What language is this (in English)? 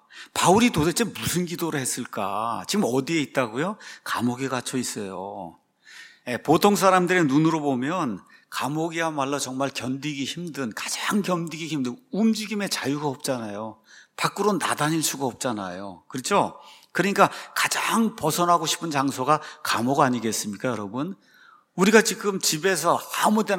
Korean